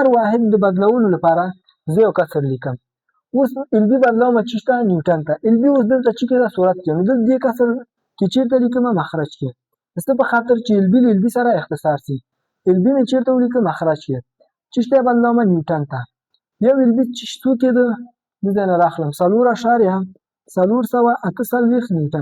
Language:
Pashto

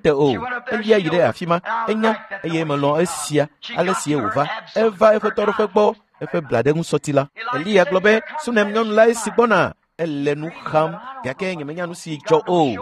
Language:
Ewe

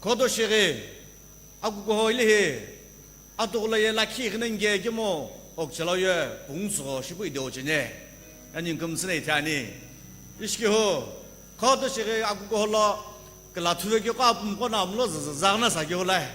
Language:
Sumi Naga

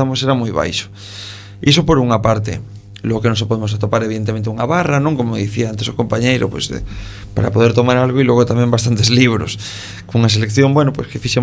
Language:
Galician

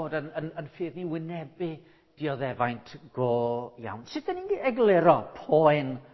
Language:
Welsh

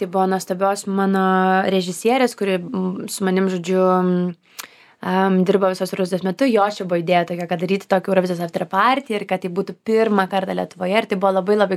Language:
Lithuanian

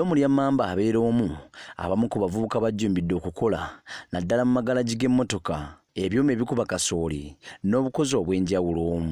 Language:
Ganda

